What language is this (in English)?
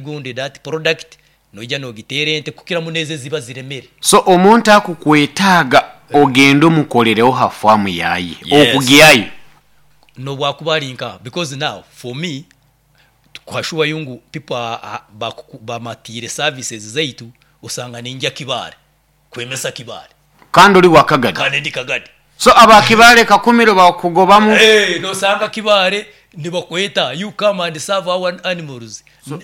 Nyoro